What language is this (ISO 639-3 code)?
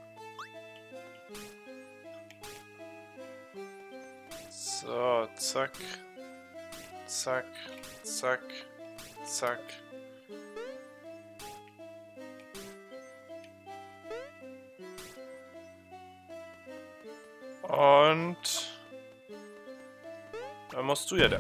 deu